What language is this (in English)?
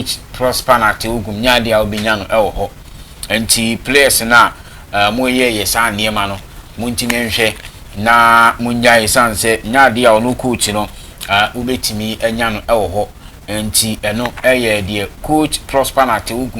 Akan